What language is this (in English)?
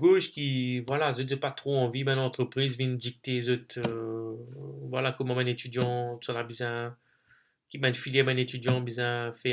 Morisyen